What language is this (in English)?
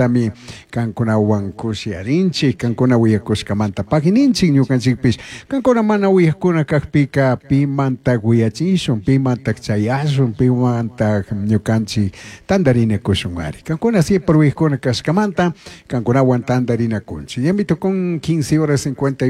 Chimborazo Highland Quichua